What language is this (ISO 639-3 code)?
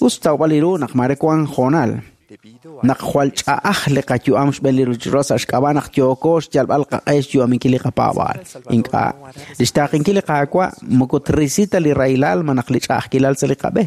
kek